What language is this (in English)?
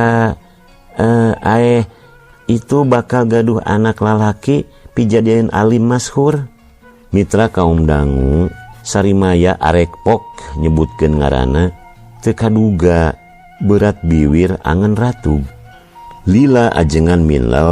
Sundanese